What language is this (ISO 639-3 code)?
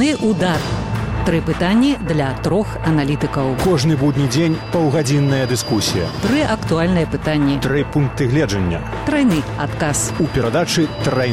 bel